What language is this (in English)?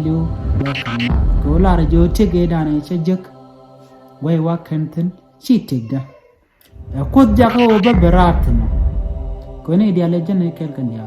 Nuer